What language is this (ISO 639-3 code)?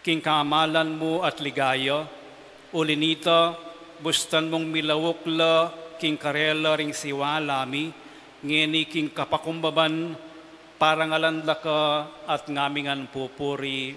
pam